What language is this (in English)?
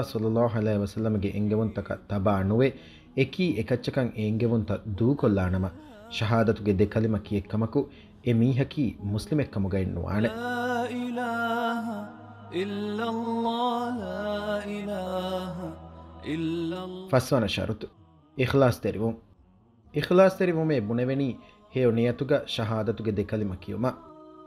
Divehi